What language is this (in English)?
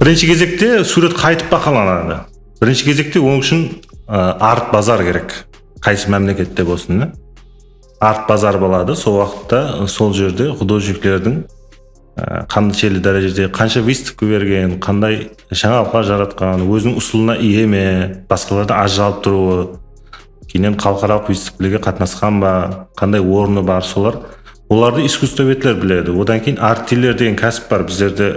Kara-Kalpak